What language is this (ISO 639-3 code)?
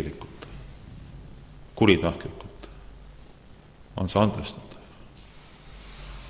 est